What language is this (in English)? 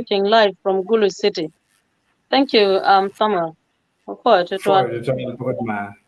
Acoli